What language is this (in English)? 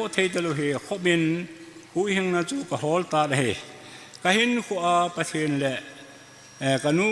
Thado Chin